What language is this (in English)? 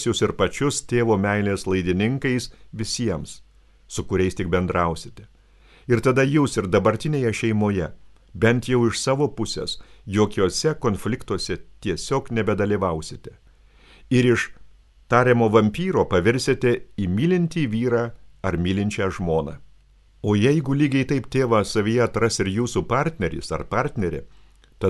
Lithuanian